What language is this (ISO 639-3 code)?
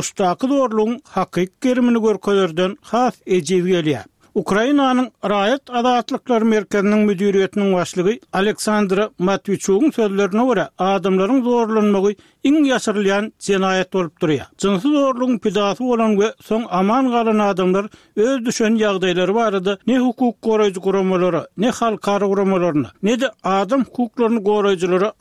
tuk